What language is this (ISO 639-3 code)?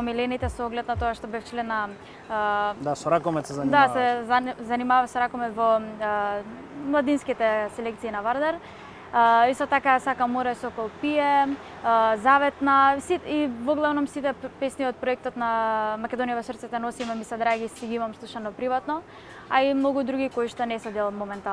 mkd